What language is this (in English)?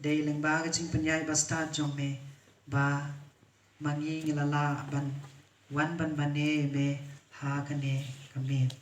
Khasi